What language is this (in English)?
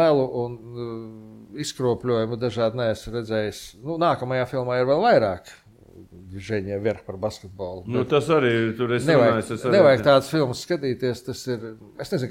Latvian